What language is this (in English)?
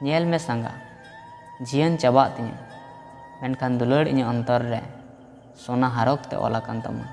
Santali